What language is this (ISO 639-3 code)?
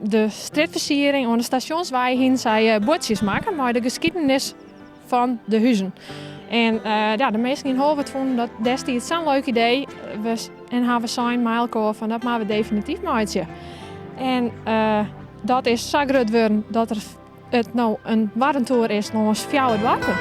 fry